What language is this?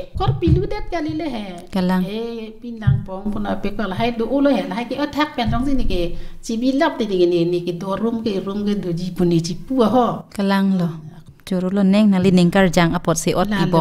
Karbi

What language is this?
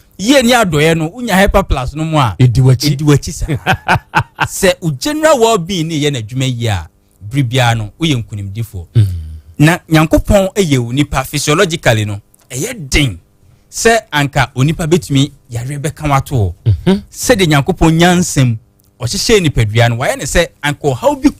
Akan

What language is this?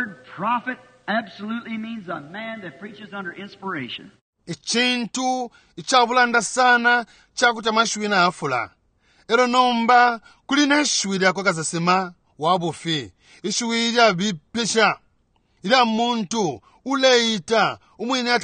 Bemba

